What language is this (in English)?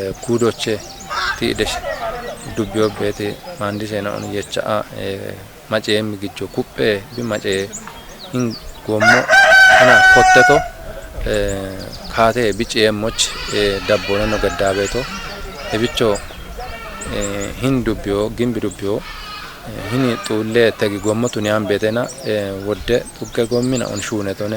Kafa